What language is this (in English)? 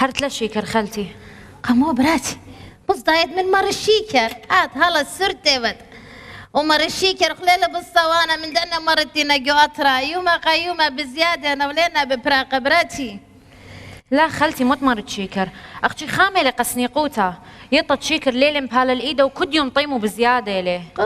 Assyrian Neo-Aramaic